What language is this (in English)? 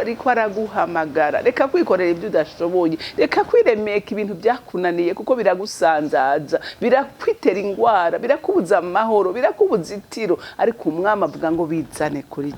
Rundi